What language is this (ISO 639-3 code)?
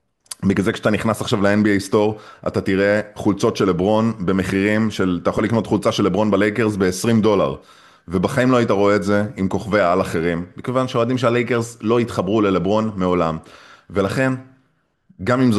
heb